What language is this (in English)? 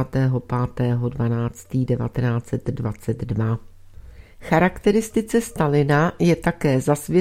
Czech